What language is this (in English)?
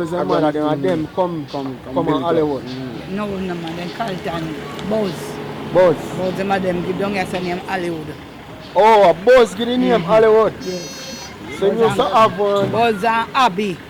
Jamaican Creole English